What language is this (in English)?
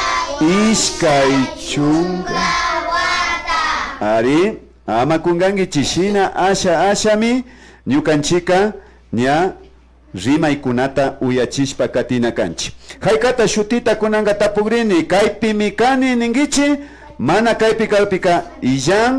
Imbabura Highland Quichua